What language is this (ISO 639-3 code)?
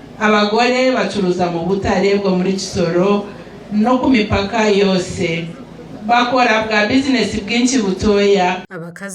nyn